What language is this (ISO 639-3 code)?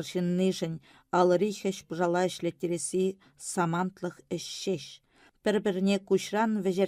chv